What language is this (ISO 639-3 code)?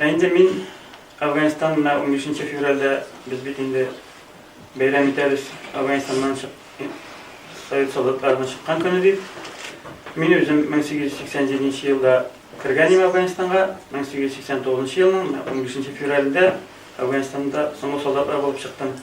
tat